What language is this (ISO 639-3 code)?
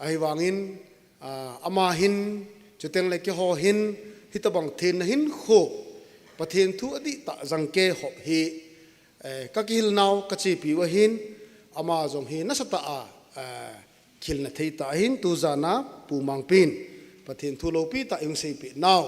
tcz